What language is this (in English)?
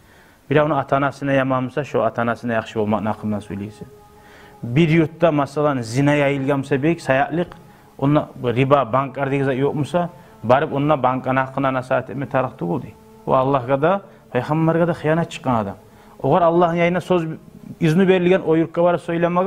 Kumyk